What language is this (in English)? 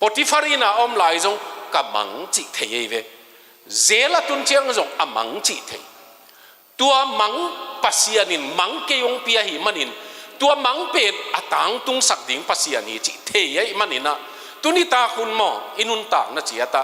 Tedim Chin